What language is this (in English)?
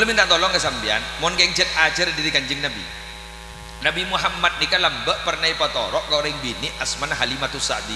Madurese